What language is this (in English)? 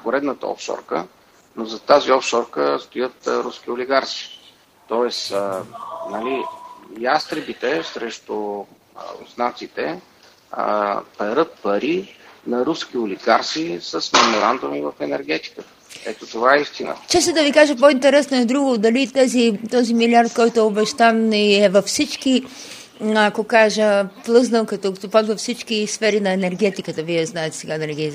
Bulgarian